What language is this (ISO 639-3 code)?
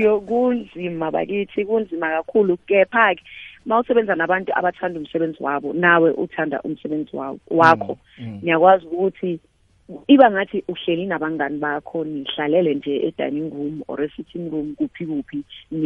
nbl